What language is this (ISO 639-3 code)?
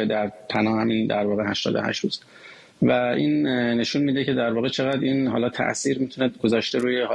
fas